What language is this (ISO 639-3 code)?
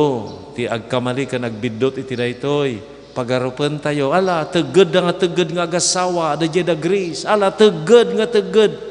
ilo